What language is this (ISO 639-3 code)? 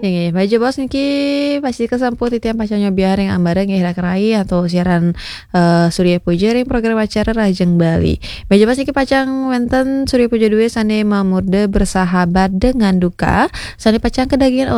ban